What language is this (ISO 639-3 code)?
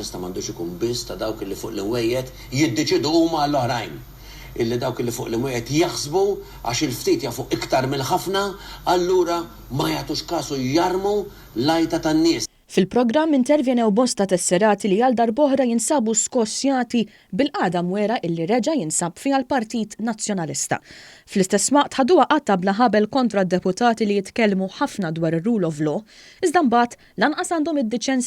mlt